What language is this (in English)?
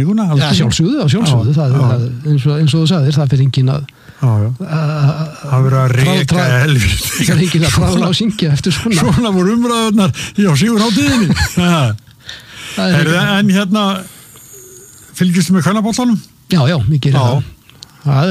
Icelandic